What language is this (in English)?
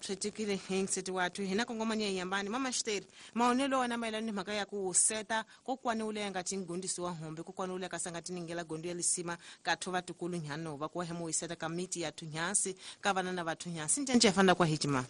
Tsonga